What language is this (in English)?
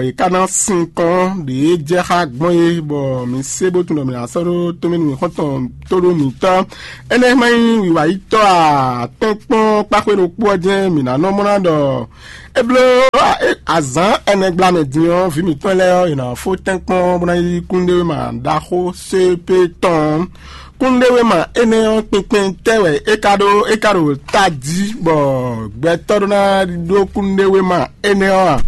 Fon